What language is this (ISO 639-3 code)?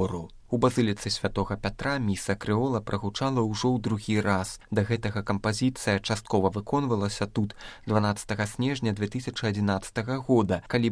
bel